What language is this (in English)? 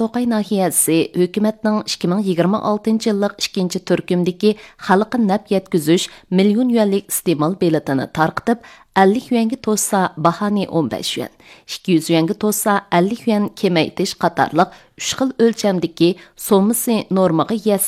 Uyghur